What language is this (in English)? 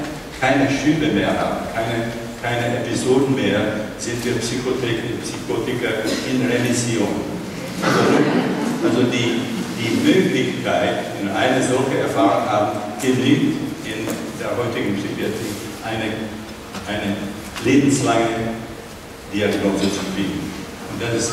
German